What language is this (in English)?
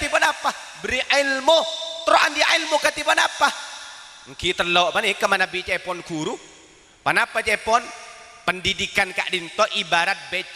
Madurese